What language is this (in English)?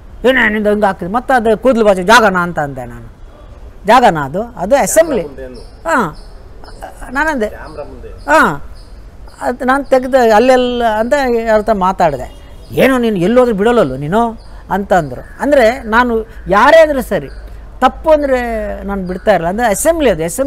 Kannada